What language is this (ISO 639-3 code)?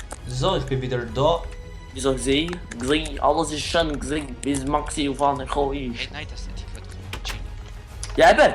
gsw